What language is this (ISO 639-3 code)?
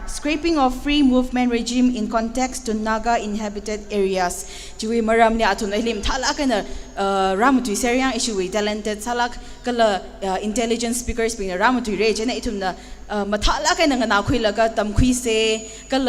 nmf